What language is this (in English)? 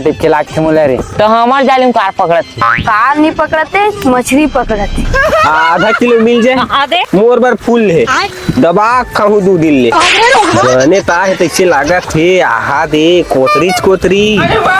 Chhattisgarhi